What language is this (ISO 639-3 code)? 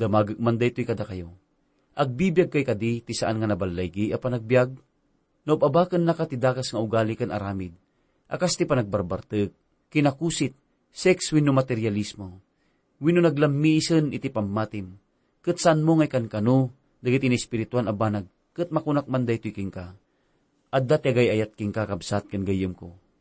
ilo